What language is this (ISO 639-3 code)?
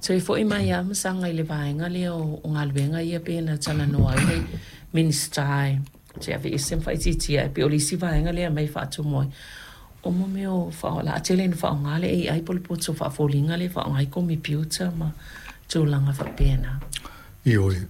smo